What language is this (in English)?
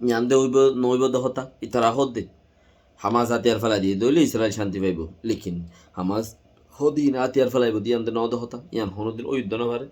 Rohingya